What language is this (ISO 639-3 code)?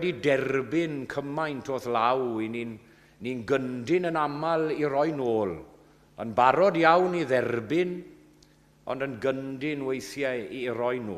cym